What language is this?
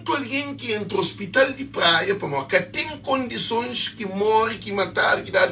Kabuverdianu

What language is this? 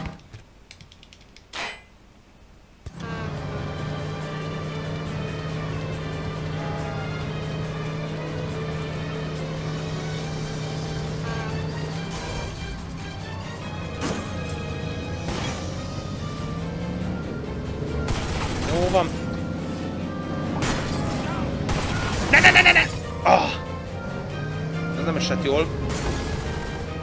Hungarian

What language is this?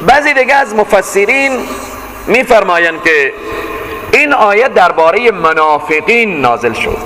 Persian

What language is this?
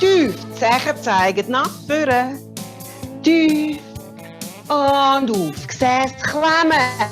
Swiss German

